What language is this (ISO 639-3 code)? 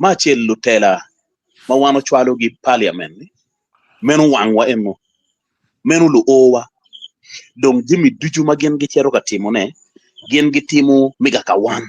ach